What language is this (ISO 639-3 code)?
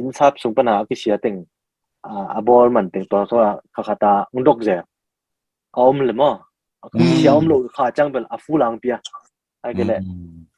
ctd